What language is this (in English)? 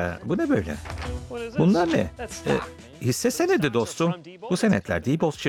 Turkish